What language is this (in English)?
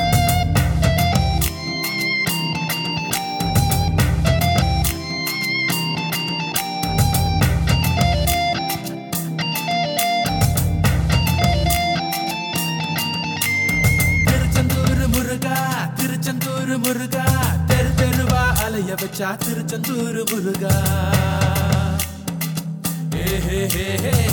Tamil